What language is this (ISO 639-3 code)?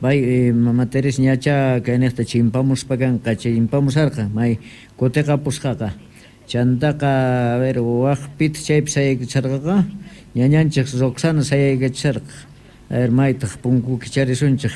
quh